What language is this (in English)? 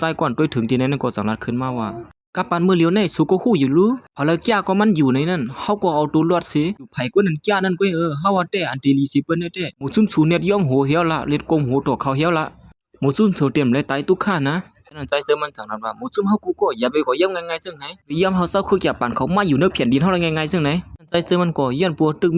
Shan